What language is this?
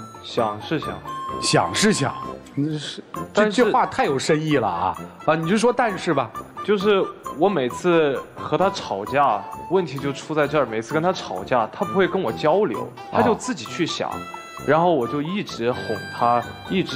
Chinese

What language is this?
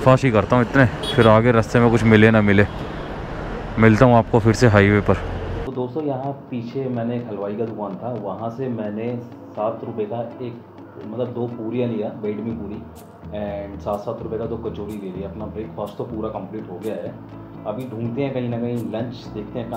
Hindi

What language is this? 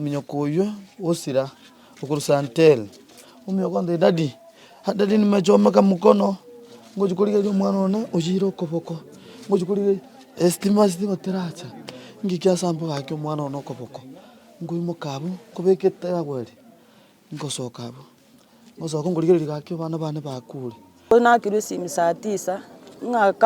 Gusii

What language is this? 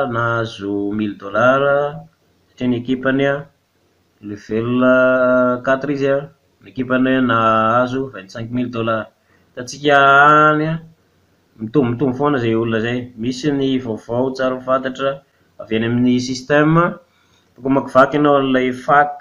Malagasy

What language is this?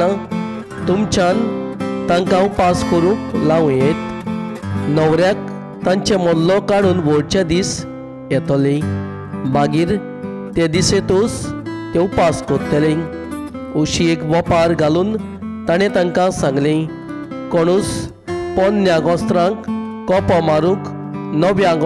Konkani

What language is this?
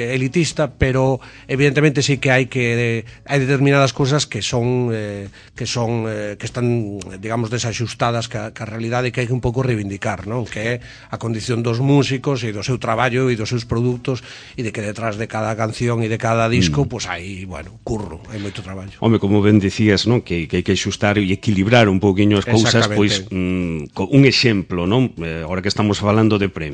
Galician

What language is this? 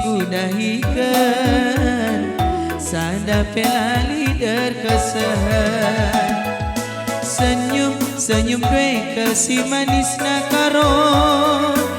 Batak Karo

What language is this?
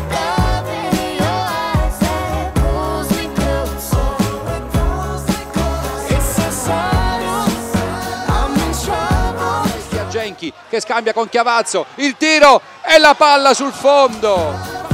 Italian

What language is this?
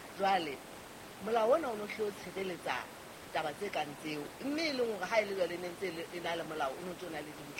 Southern Sotho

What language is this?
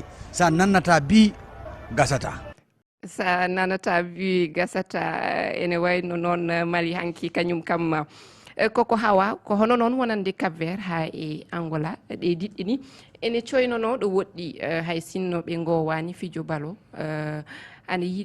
Fula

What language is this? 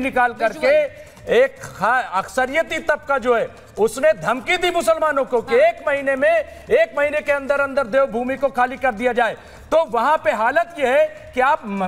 Hindi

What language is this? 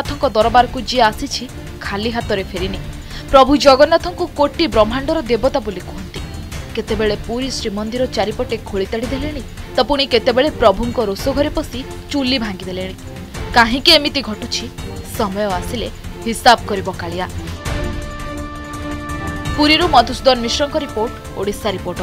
Odia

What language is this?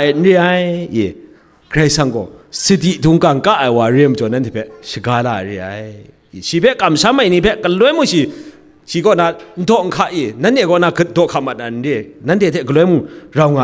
Kachin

